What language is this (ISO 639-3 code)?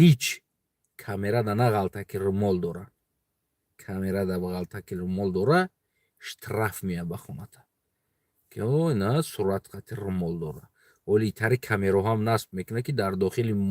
tgk